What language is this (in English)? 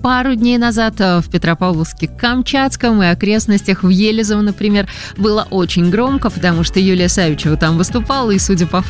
Russian